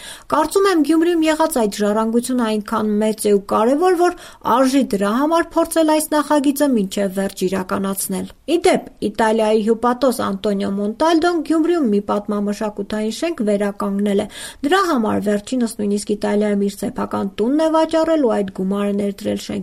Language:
Armenian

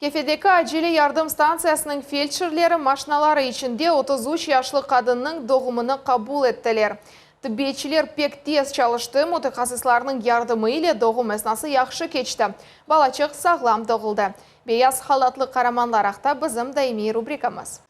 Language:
Crimean Tatar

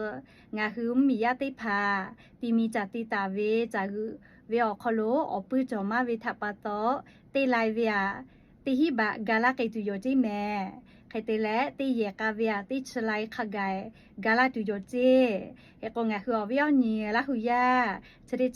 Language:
Lahu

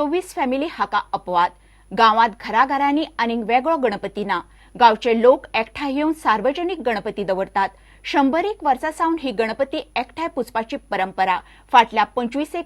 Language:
Konkani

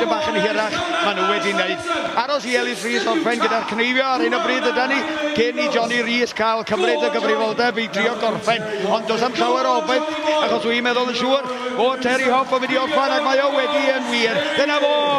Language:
Welsh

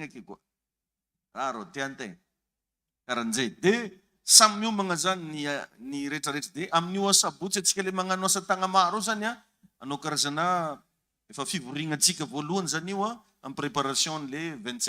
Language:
Malagasy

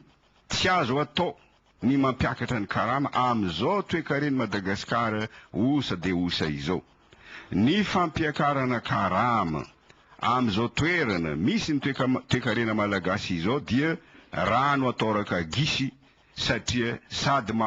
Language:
Malagasy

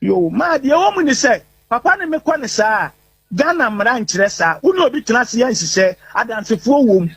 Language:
Akan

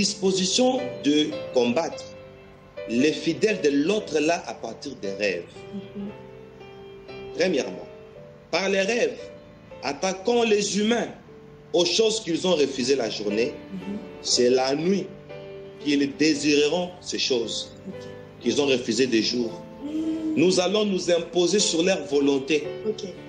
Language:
French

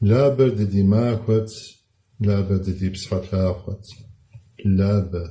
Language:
Kabardian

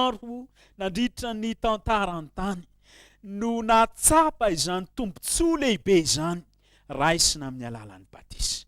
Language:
Malagasy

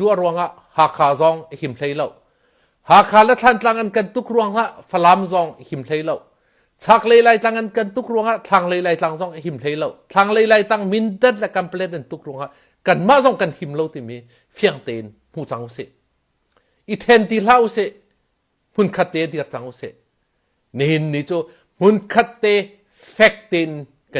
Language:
Hakha Chin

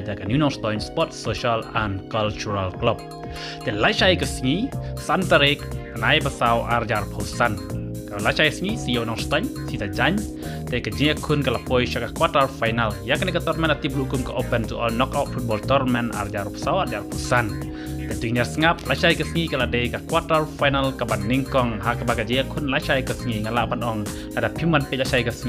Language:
Khasi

